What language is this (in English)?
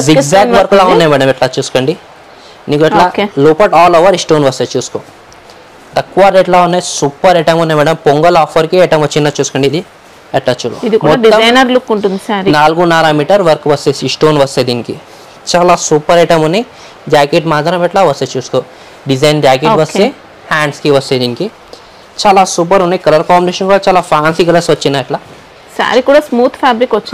Telugu